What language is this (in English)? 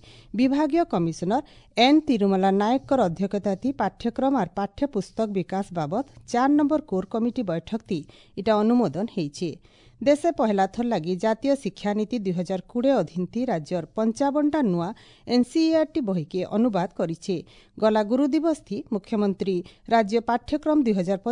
Odia